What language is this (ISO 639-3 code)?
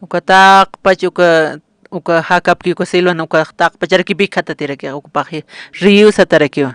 aym